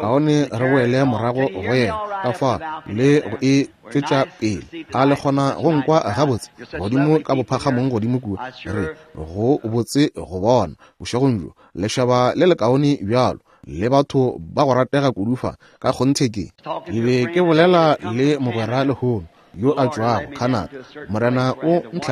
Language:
Northern Sotho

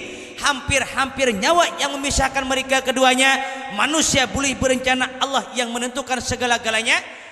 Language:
Banjar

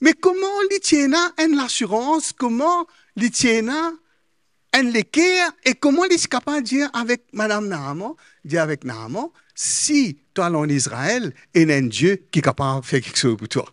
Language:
Morisyen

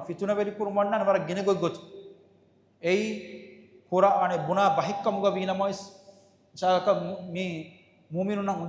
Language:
Divehi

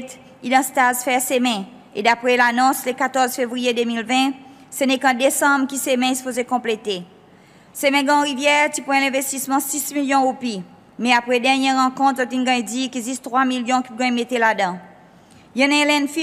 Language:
Seselwa Creole French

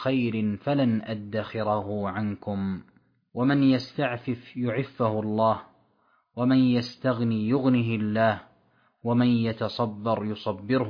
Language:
Arabic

